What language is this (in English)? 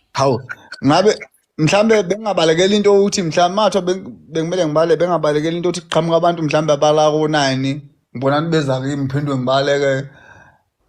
Zulu